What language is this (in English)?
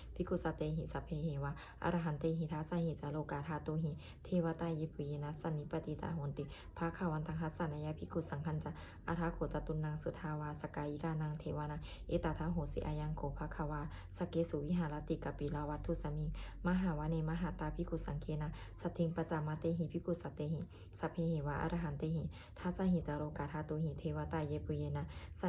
Pali